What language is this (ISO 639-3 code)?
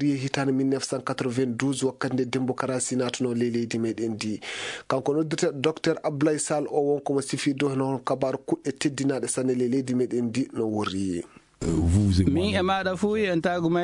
ful